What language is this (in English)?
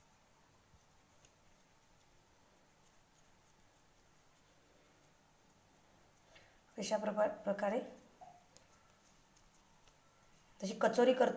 Marathi